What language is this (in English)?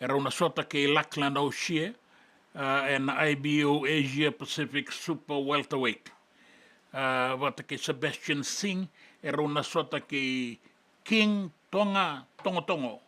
Fijian